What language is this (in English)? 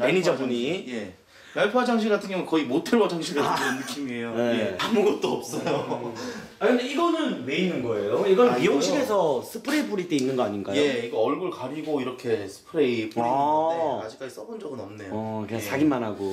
Korean